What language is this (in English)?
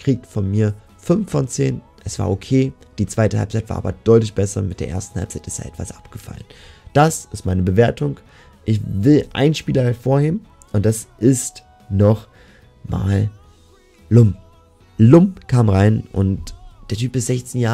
German